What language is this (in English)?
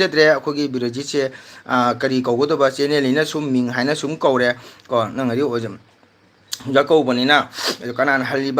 Manipuri